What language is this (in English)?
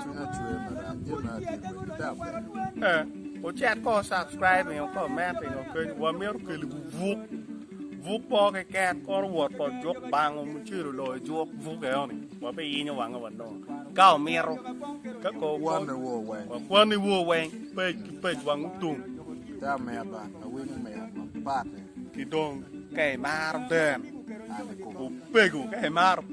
Acoli